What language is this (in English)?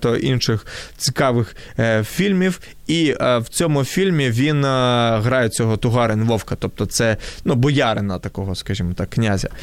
Ukrainian